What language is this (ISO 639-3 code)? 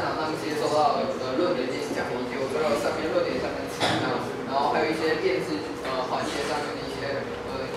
zho